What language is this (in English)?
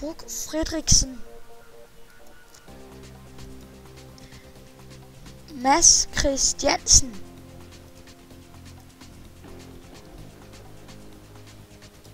Danish